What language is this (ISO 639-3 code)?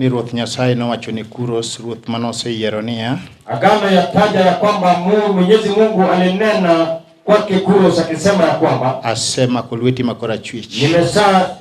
luo